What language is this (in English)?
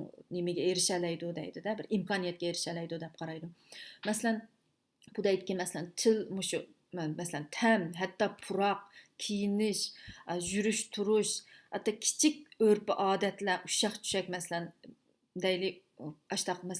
Uyghur